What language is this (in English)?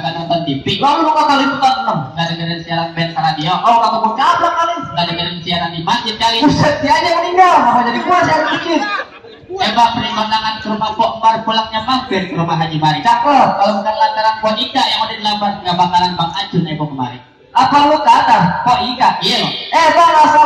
Betawi